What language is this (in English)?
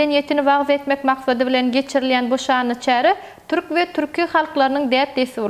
Turkmen